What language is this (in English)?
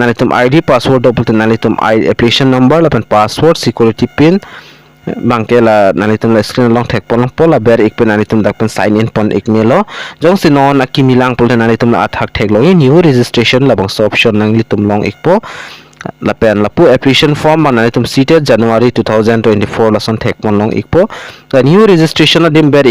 Karbi